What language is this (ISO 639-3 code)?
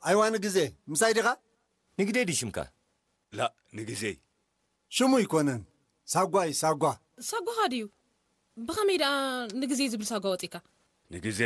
tir